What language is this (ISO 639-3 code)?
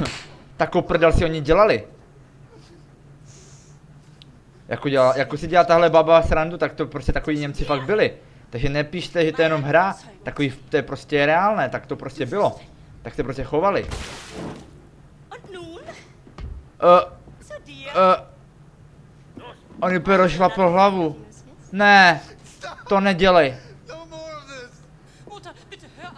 ces